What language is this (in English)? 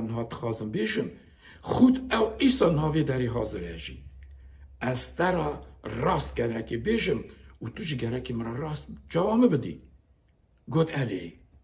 Kurdish